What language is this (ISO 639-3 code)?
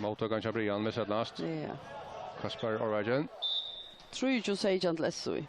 fao